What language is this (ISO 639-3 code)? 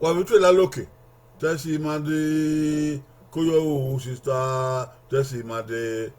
bin